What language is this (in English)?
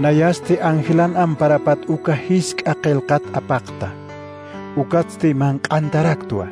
Aymara